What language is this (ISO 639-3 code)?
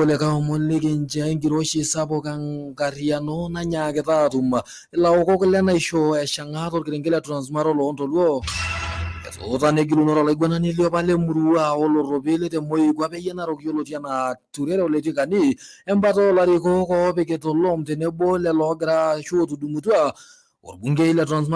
mas